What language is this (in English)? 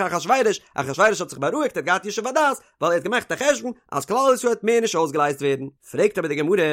Yiddish